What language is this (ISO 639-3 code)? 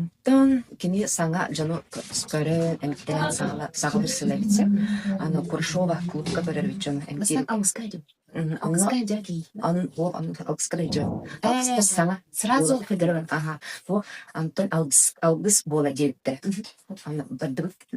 sah